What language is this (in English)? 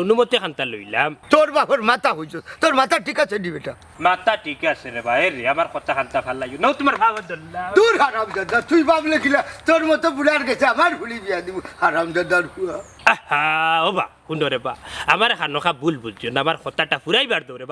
Sylheti